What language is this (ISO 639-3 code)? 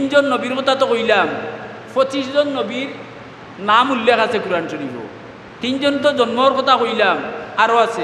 syl